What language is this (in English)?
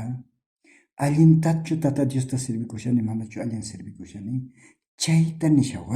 South Bolivian Quechua